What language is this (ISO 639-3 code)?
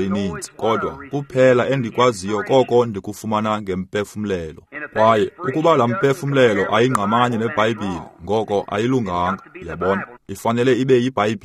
xho